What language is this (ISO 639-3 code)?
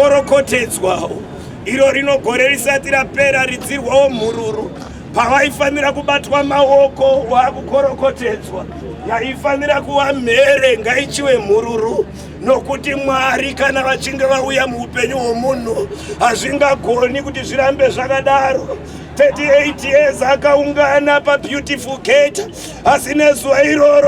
sna